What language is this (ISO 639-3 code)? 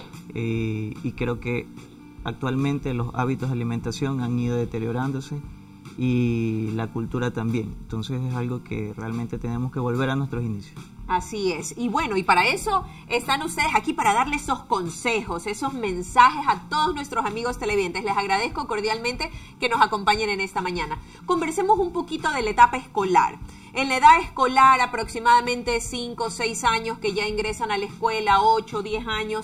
spa